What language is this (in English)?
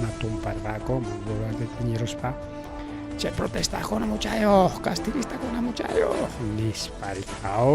Ayacucho Quechua